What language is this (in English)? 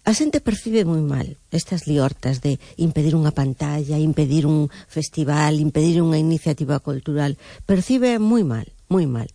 Galician